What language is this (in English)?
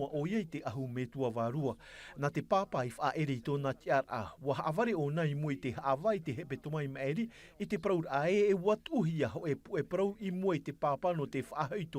Tahitian